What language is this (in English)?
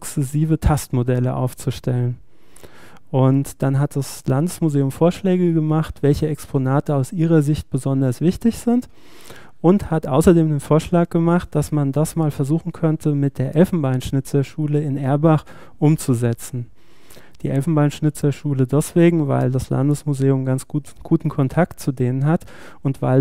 German